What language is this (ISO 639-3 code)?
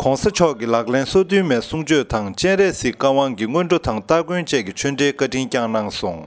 bod